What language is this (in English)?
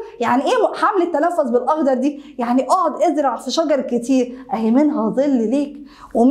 Egyptian Arabic